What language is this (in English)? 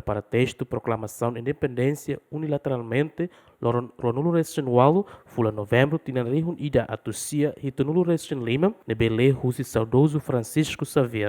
Tetum